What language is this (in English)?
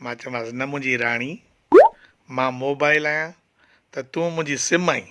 Sindhi